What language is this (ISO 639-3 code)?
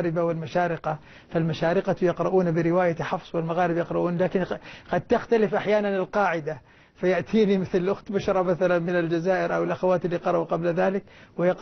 ara